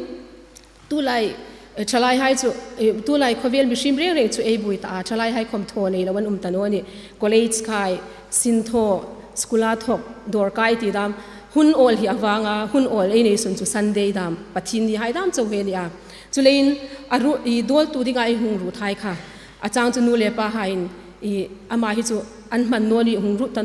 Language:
Hmar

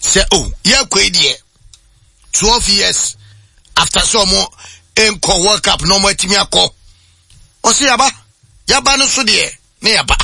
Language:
Akan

